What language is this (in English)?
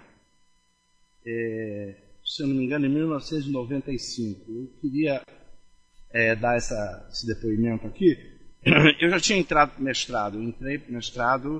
Portuguese